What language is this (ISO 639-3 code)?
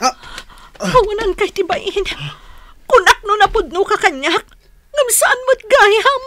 ilo